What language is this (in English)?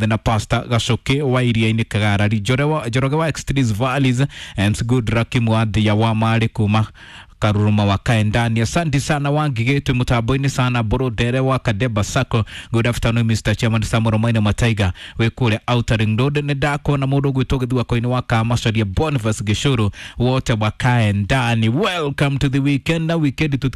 Kikuyu